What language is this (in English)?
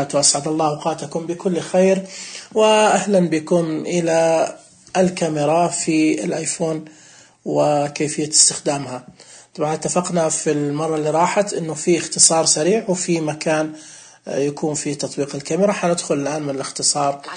Najdi Arabic